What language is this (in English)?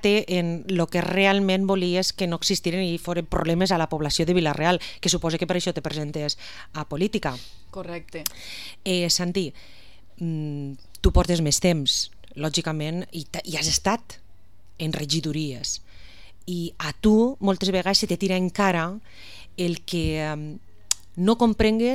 Catalan